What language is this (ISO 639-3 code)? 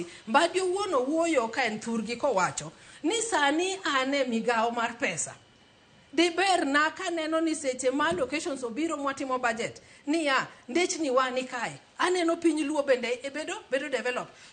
luo